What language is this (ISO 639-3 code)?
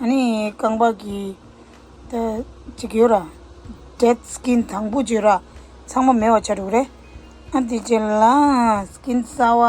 bod